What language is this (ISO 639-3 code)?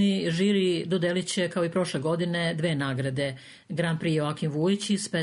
srp